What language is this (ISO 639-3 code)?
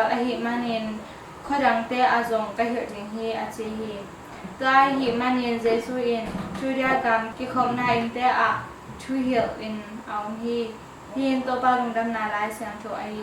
ctd